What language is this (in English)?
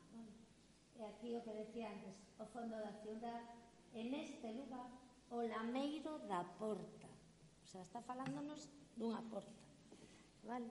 Galician